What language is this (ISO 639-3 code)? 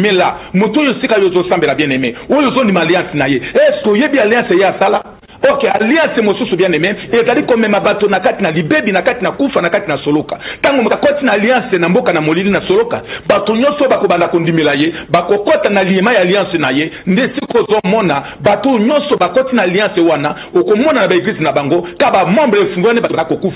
lin